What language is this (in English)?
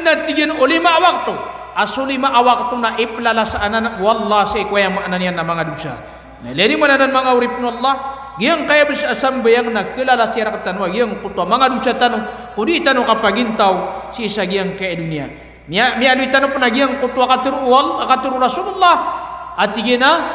Maranao